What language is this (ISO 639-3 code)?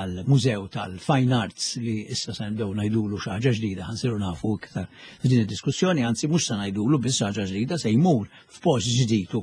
mlt